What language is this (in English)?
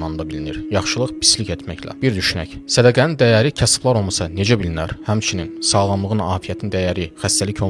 Azerbaijani